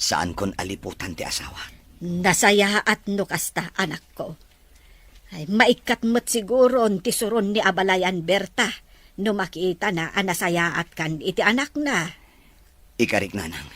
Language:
Iloko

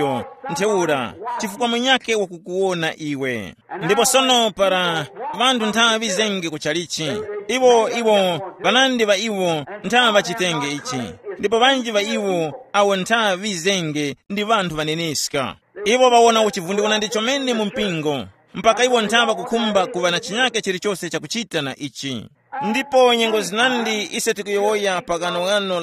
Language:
Tumbuka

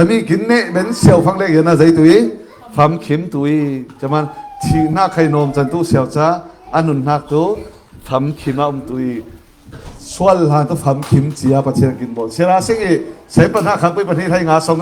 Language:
Falam Chin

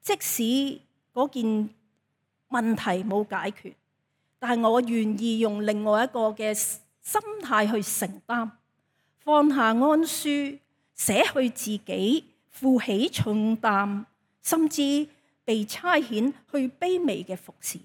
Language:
Cantonese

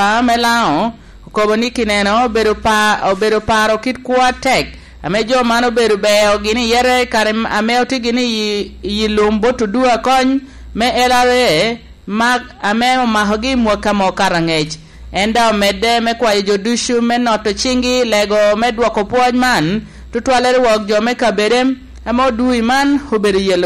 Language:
Lango (Uganda)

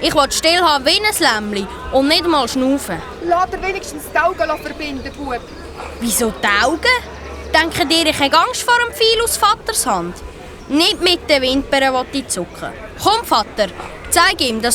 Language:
Swiss German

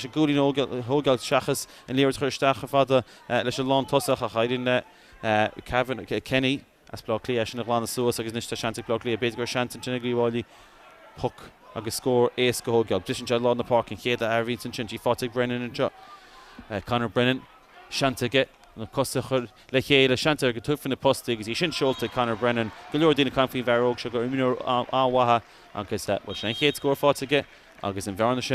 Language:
Irish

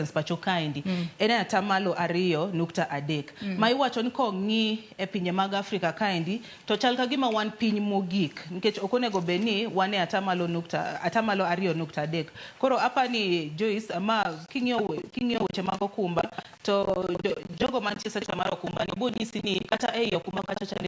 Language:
Luo (Kenya and Tanzania)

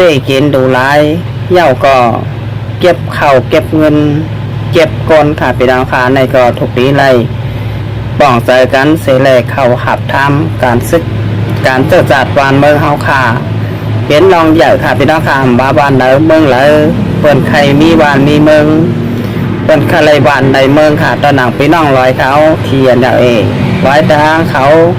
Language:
Shan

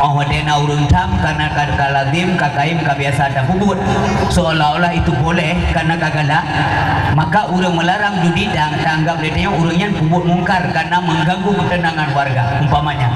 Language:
Achinese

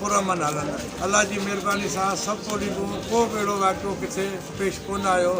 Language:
Sindhi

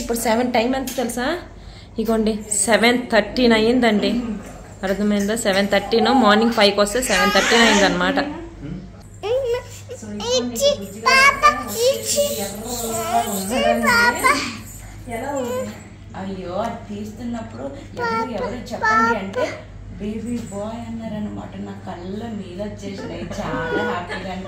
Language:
Telugu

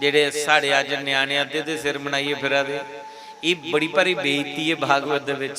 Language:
Dogri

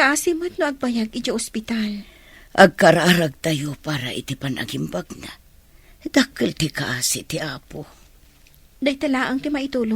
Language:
Iloko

